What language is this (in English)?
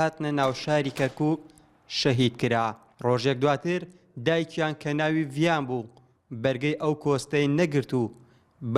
Central Kurdish